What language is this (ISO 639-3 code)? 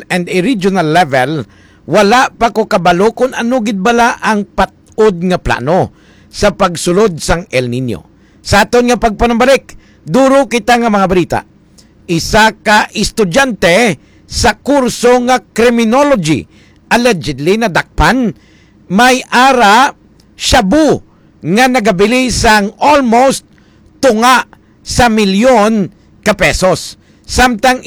hil